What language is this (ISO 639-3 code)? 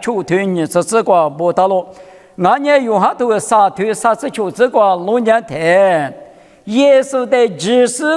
lis